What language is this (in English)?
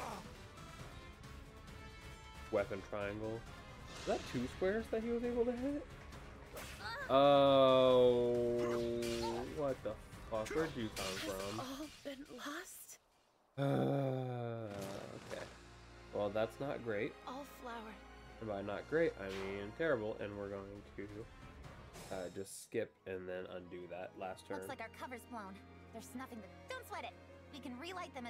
English